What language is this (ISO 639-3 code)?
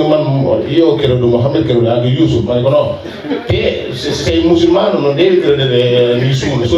wol